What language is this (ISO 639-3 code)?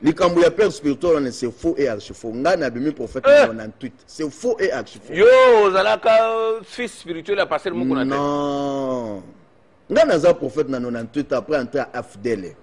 lin